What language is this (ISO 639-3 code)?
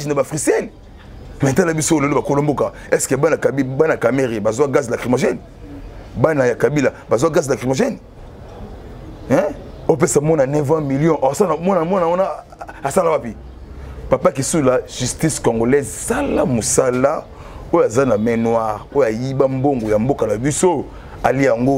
lin